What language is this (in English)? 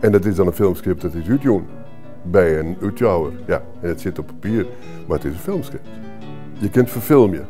Western Frisian